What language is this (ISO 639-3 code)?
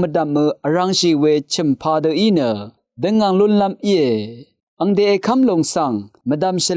raw